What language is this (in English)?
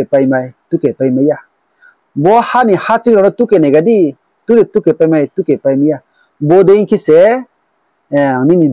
Riang (India)